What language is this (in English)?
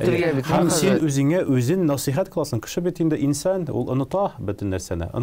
Tatar